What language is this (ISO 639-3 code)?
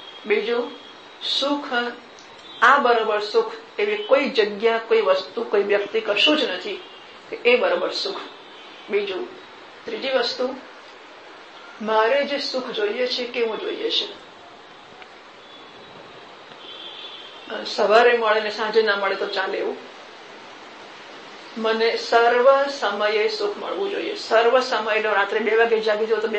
guj